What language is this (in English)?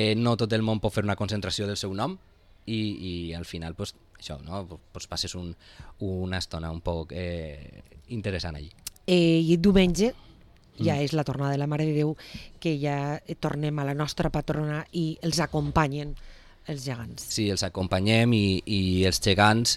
Catalan